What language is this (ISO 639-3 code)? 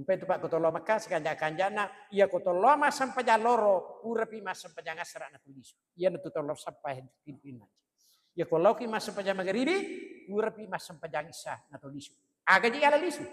bug